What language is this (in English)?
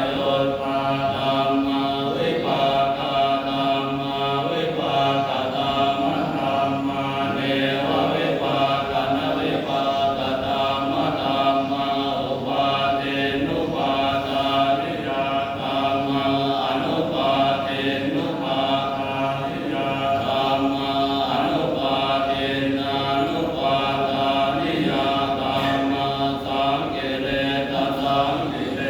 Pali